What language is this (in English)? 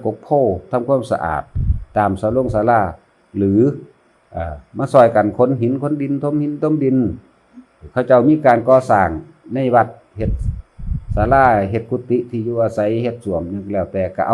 Northeastern Thai